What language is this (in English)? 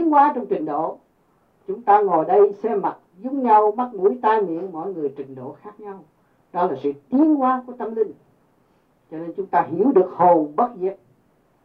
Vietnamese